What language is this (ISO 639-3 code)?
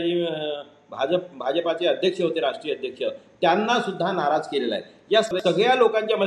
mar